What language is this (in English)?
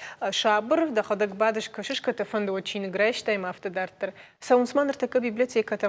Ossetic